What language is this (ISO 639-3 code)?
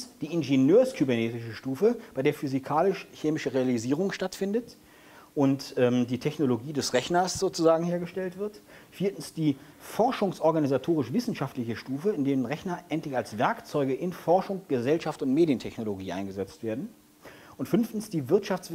deu